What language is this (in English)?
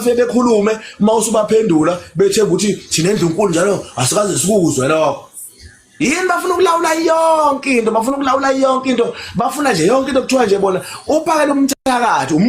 Zulu